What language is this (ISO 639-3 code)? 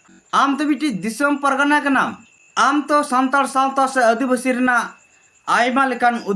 sat